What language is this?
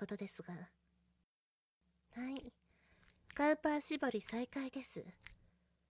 Japanese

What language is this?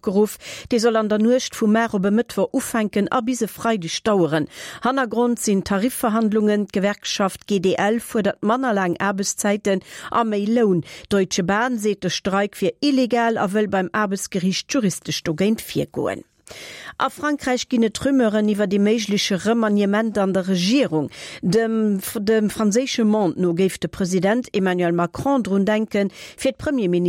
Luxembourgish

